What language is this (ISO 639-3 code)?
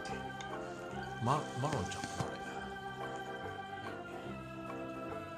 jpn